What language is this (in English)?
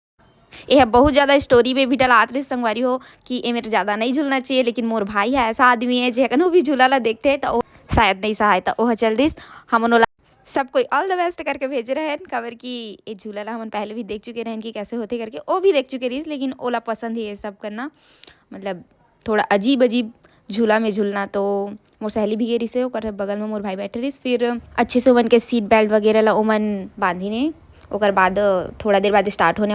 Chhattisgarhi